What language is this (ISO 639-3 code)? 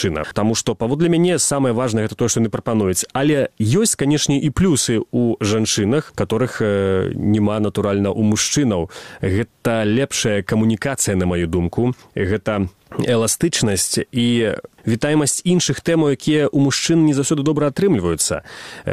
bel